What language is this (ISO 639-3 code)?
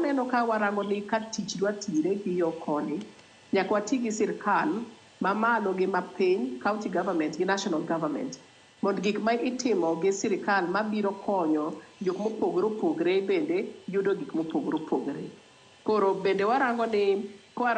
luo